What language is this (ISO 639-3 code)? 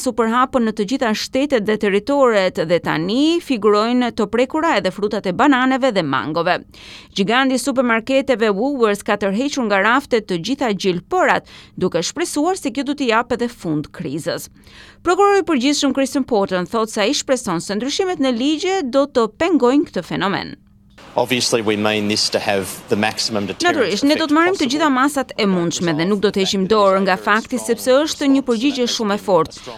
sqi